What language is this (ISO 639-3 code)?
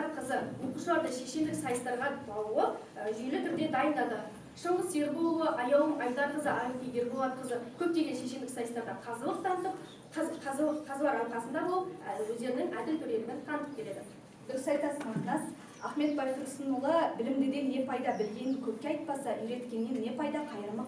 kaz